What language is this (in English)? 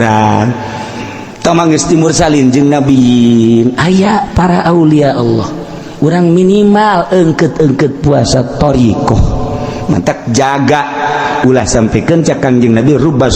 Sundanese